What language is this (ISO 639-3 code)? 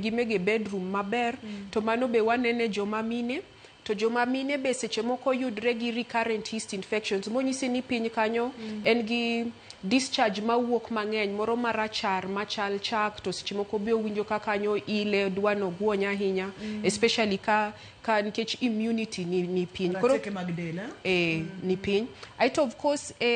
luo